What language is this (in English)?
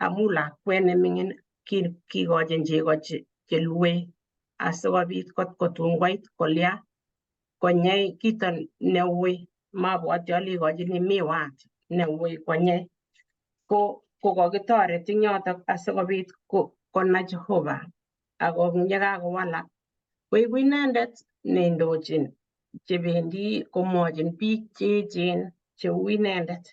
Kalenjin